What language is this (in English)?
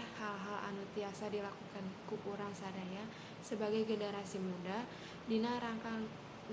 Sundanese